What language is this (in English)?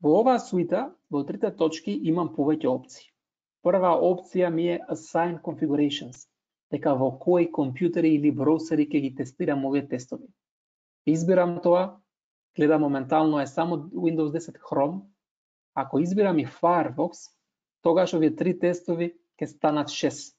Macedonian